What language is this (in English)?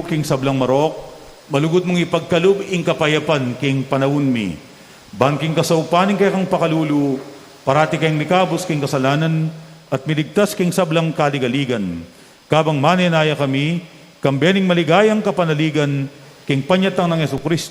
Pampanga